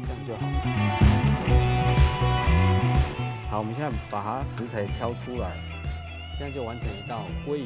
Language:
Chinese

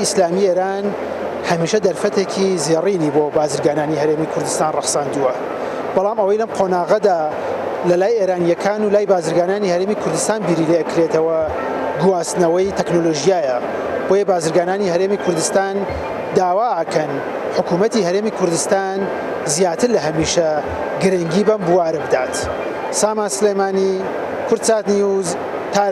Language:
Central Kurdish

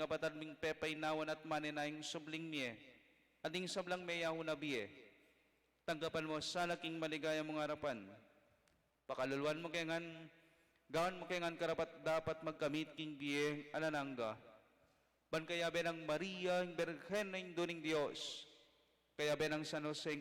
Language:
Pampanga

